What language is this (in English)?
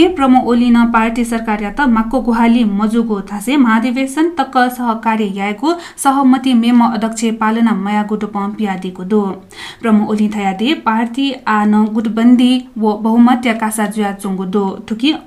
Newari